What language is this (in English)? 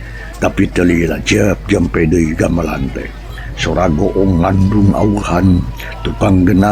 Sundanese